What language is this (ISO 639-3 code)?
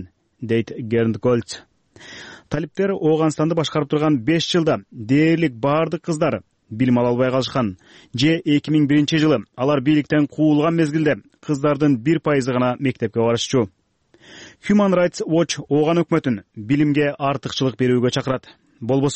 kir